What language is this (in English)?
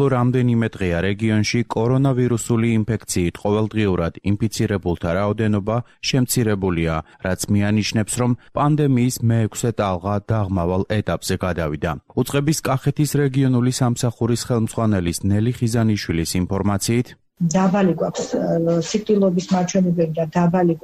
Georgian